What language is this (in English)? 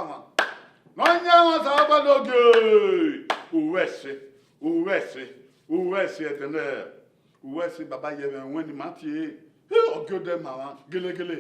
Bini